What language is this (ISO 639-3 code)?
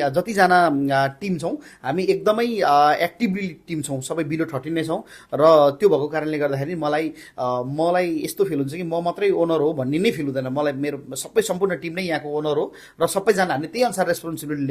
nep